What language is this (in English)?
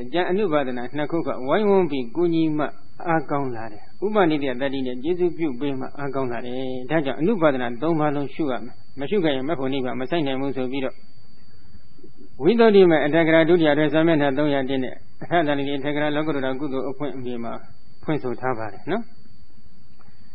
Burmese